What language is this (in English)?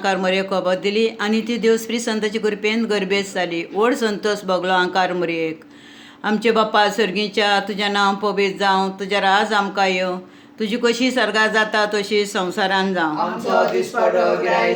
Konkani